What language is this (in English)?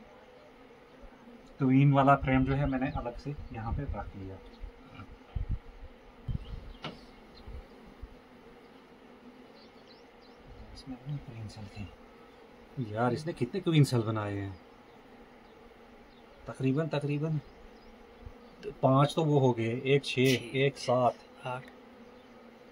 Hindi